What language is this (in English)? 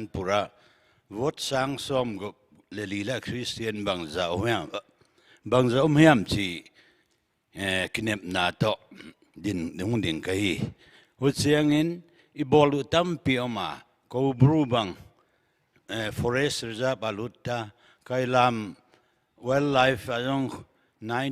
Paite Chin